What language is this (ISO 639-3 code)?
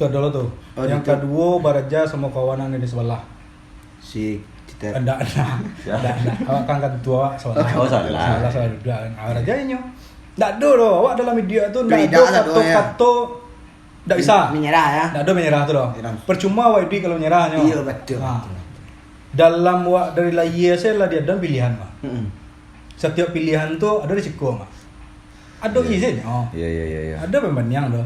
min